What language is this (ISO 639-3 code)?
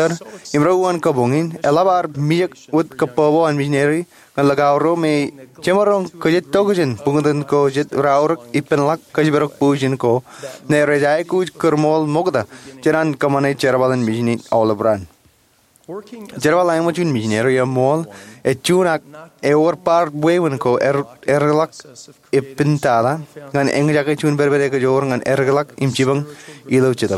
mah